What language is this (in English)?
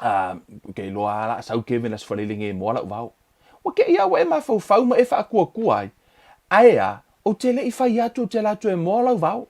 Samoan